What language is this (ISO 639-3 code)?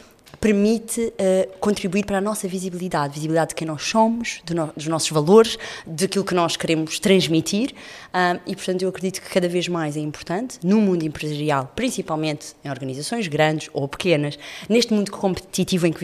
por